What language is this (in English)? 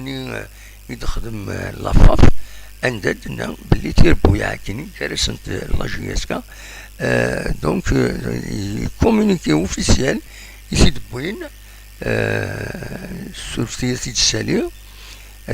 Kabyle